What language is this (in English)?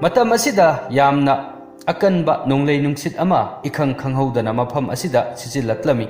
Manipuri